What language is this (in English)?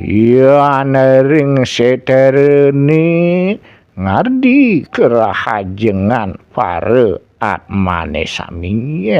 Balinese